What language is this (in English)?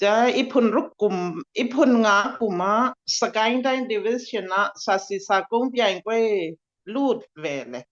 Falam Chin